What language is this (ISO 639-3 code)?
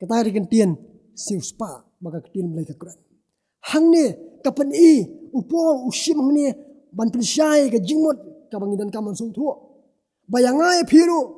kha